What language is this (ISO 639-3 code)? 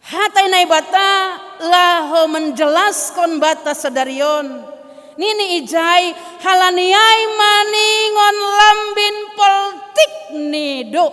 bts